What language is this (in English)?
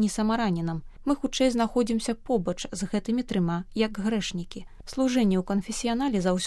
Belarusian